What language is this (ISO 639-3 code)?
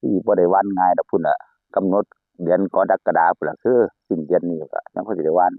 tts